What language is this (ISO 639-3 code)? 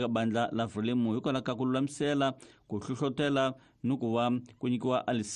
tso